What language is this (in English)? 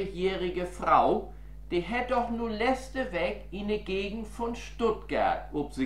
Low German